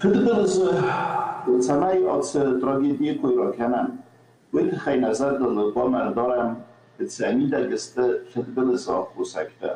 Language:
Ossetic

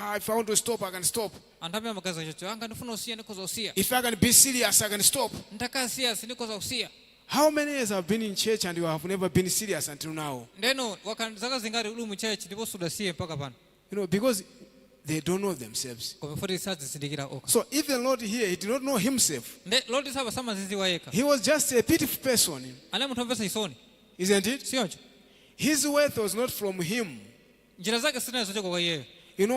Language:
Nyanja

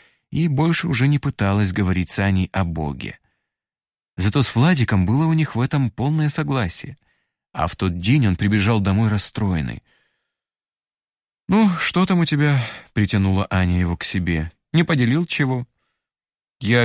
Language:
Russian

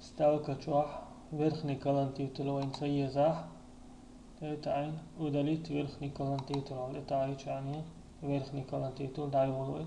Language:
Chechen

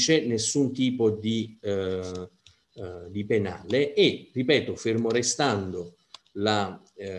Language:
Italian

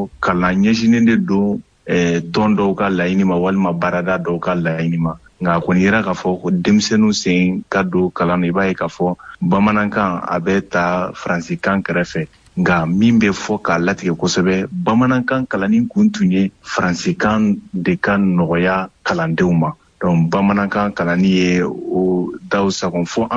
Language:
Bambara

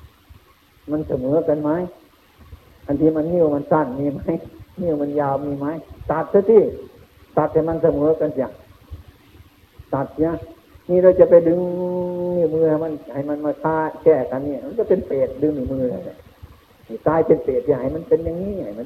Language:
Thai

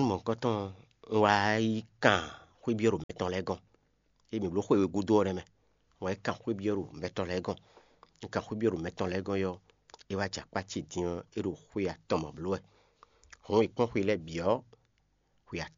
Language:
Fon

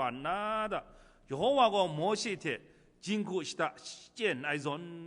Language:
Kachin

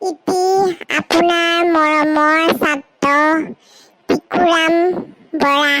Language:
Assamese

